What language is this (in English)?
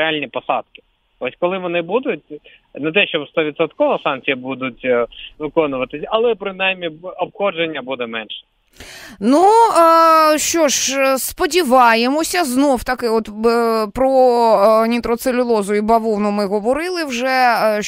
Ukrainian